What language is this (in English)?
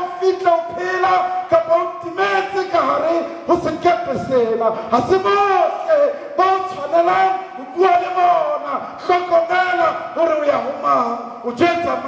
Southern Sotho